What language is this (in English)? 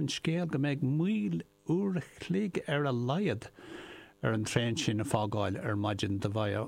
Irish